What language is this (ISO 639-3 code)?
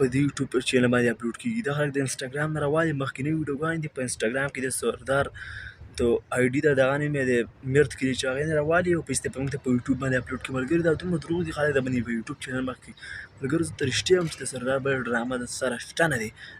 pus